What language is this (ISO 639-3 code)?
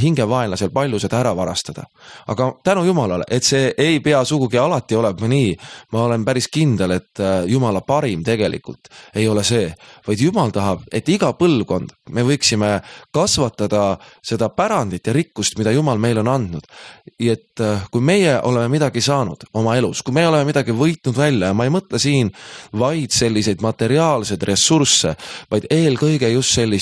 est